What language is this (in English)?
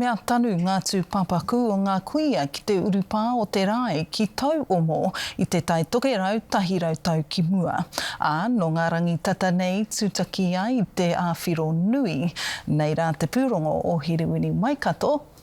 Māori